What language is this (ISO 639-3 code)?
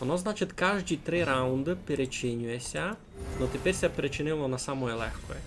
rue